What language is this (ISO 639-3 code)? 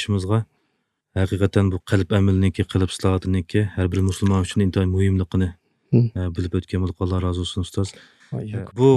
uig